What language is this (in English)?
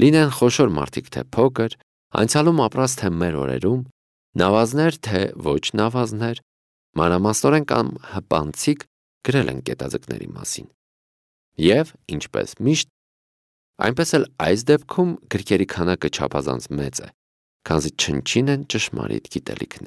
Armenian